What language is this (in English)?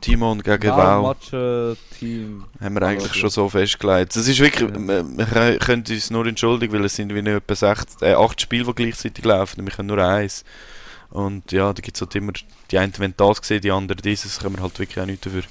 Swiss German